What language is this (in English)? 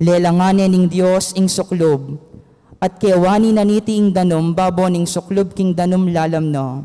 Pampanga